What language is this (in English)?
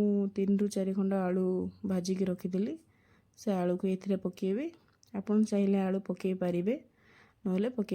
Odia